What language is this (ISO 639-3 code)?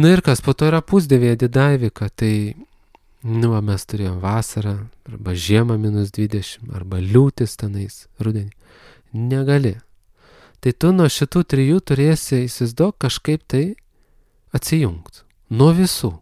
lit